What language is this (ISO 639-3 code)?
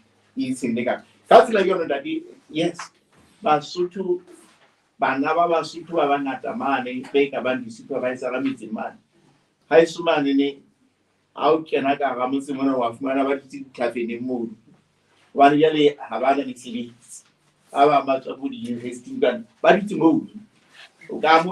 sot